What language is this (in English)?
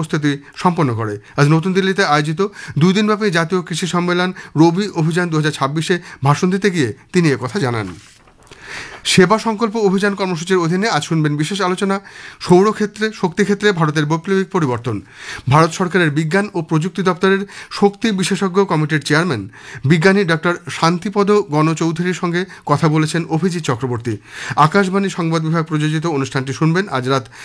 Bangla